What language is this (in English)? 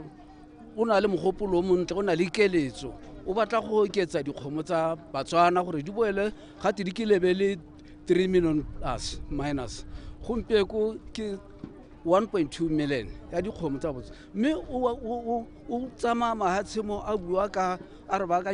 Tswana